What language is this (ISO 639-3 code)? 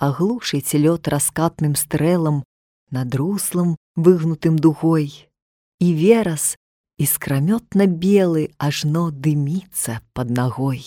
bel